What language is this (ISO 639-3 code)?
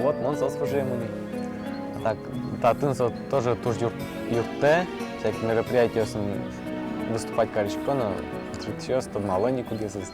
udm